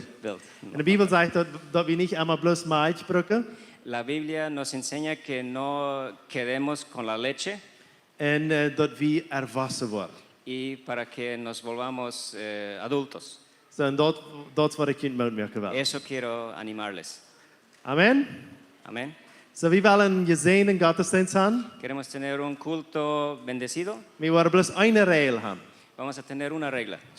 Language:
Plautdietsch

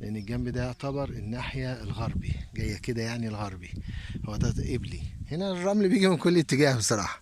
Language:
Egyptian Arabic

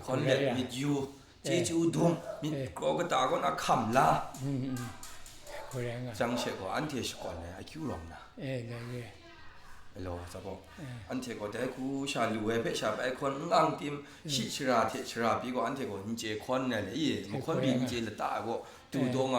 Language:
Kachin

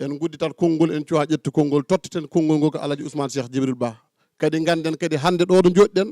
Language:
Fula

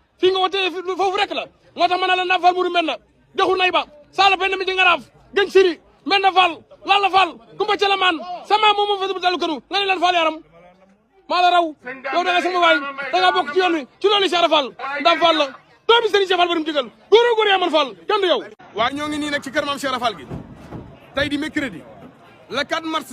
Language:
Wolof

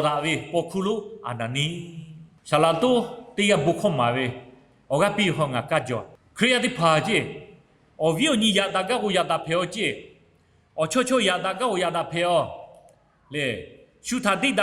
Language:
Lahu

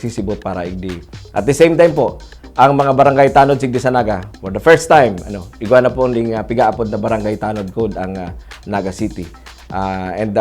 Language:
Bikol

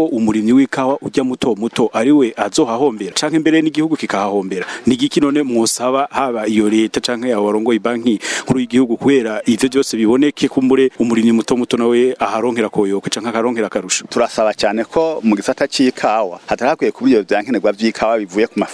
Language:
Rundi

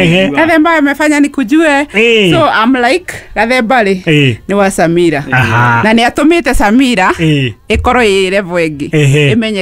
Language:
Kikuyu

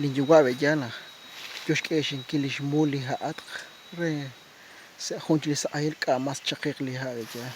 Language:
Kekchí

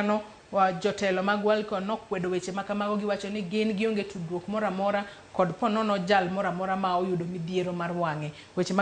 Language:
Luo (Kenya and Tanzania)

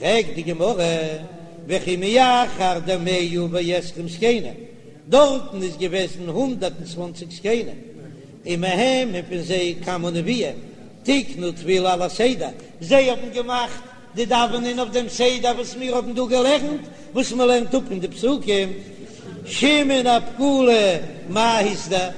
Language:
Yiddish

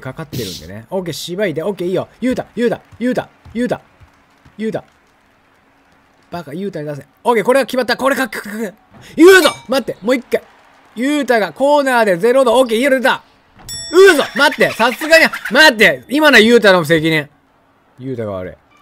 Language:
Japanese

